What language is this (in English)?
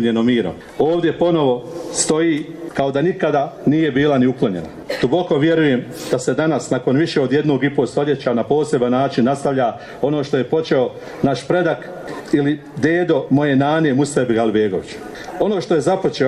Bosnian